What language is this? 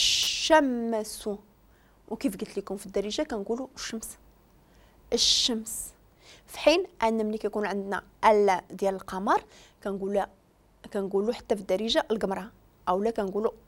Moroccan Arabic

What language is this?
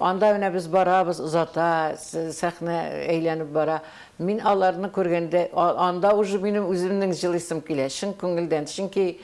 Tatar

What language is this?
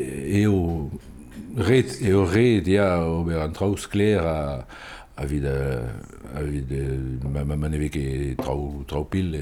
Breton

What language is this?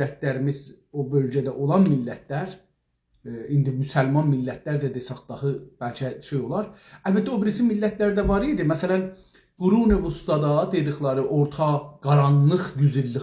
South Azerbaijani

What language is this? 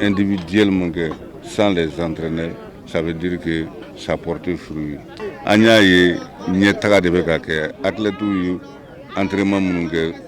Bambara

